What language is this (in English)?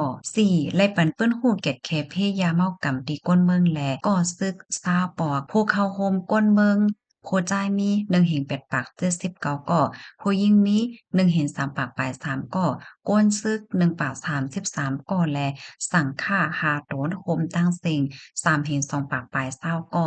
Shan